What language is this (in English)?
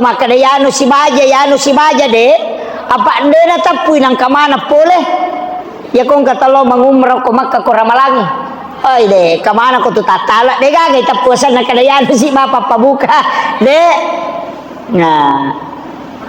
Buginese